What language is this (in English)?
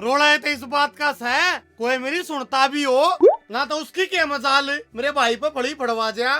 Haryanvi